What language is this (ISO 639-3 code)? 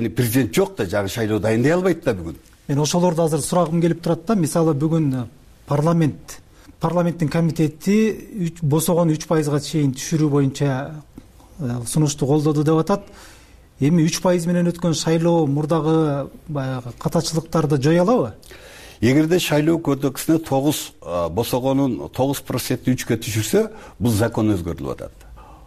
kir